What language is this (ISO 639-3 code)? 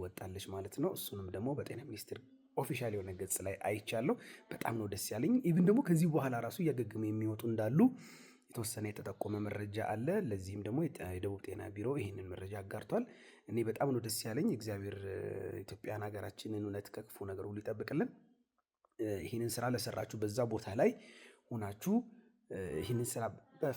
amh